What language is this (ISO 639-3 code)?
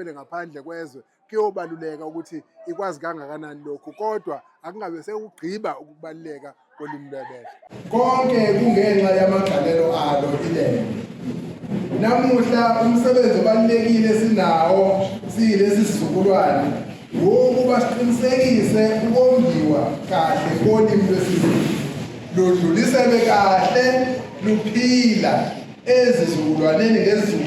zul